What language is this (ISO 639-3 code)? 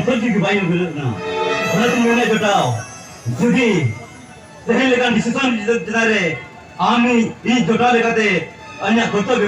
sat